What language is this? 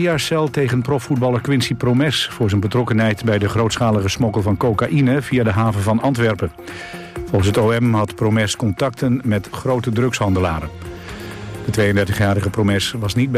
Dutch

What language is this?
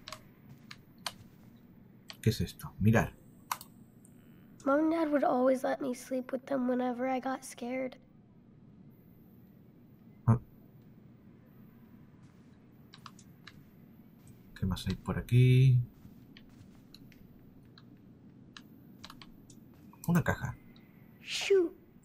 Spanish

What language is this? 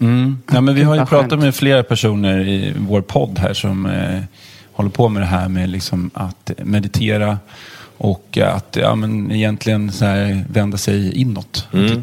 Swedish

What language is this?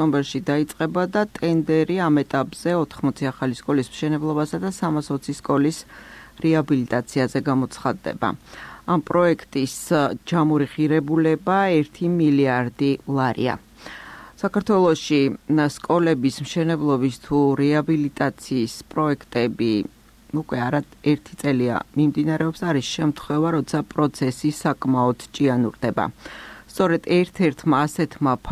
Georgian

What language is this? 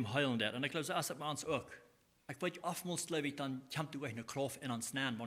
Plautdietsch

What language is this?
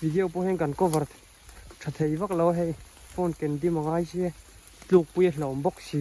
Mizo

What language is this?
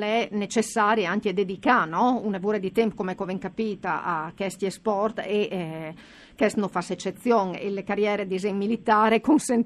Friulian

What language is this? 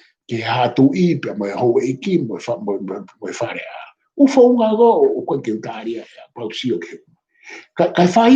Tongan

